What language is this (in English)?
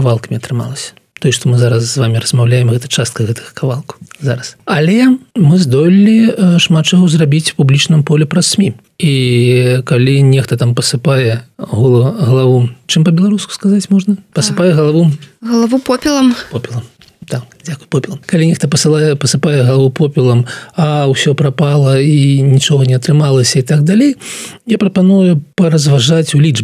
Belarusian